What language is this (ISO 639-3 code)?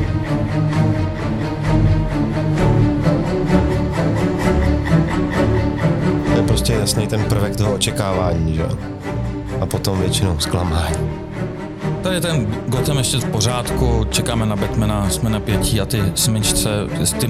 ces